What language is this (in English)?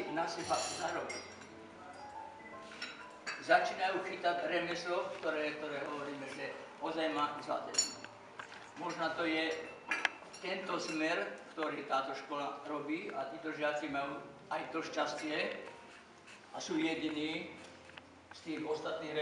Slovak